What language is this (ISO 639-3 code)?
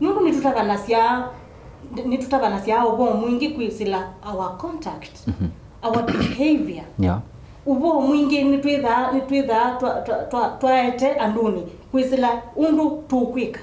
kam